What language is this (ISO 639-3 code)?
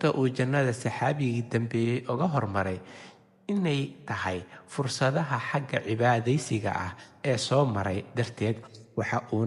som